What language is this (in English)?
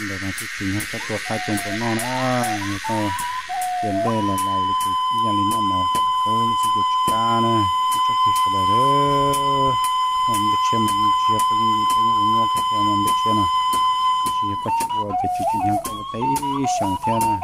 Hmong